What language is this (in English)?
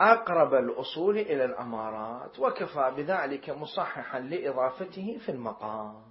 Mesopotamian Arabic